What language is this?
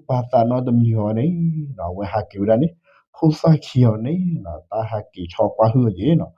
S'gaw Karen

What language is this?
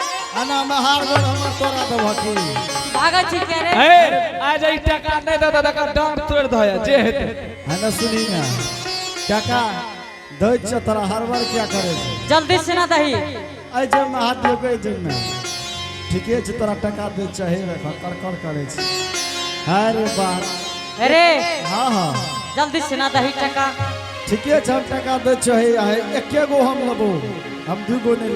Angika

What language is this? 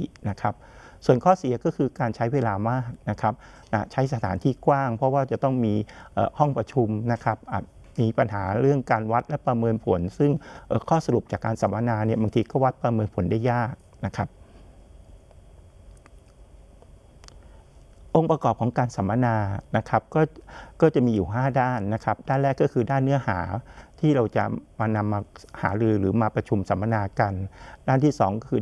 Thai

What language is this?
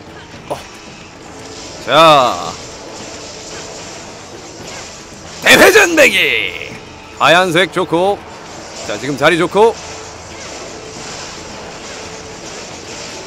Korean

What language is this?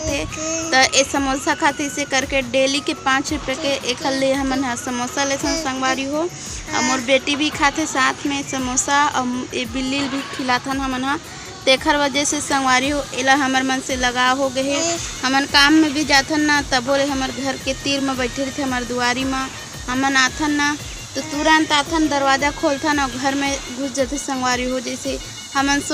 Chhattisgarhi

